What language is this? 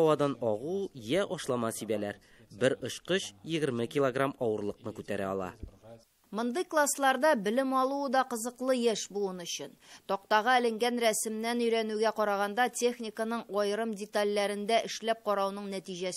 Tatar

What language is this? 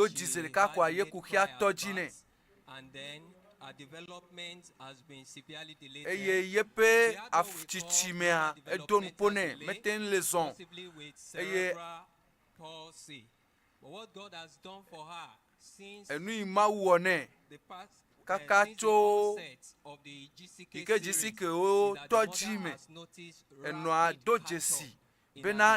Ewe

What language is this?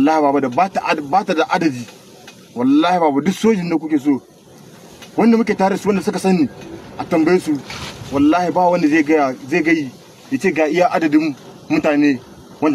Hausa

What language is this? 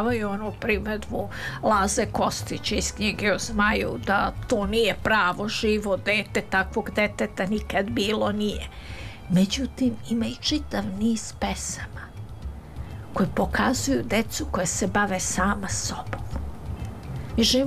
Serbian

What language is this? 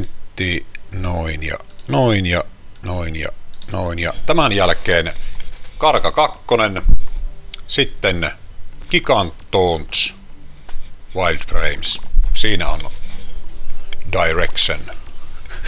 Finnish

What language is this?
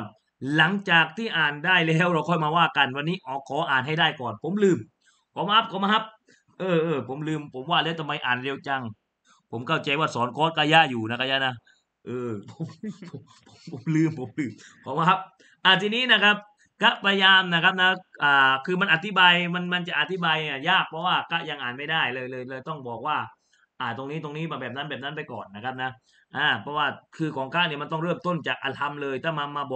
Thai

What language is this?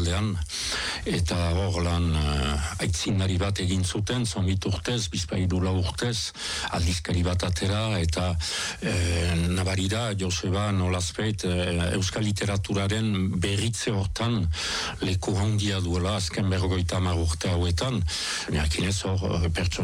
Basque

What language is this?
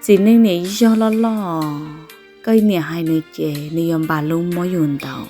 Hmong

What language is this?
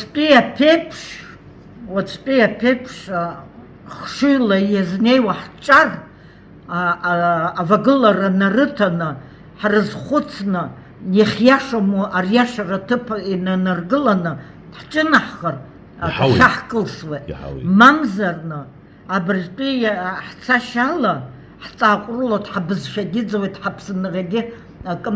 Abkhazian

